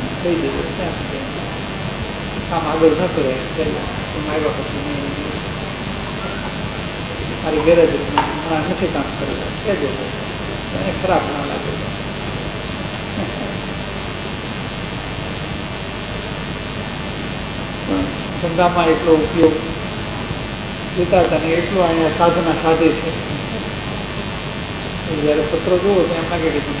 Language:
Gujarati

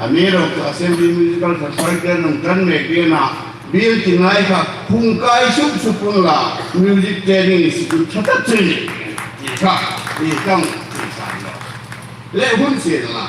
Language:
Hmar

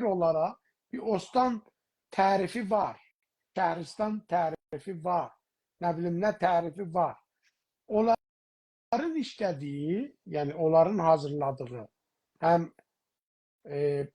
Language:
South Azerbaijani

